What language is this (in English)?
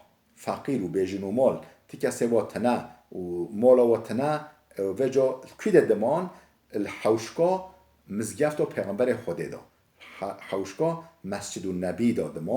Kurdish